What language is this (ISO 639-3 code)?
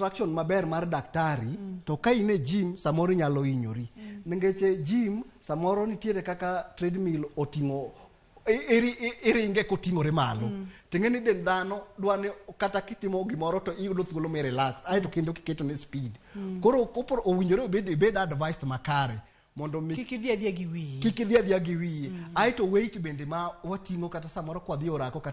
luo